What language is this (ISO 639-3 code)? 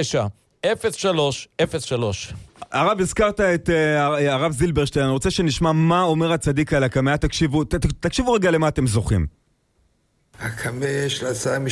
heb